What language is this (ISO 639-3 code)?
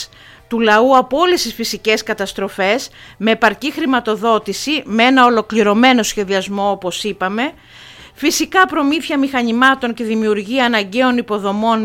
ell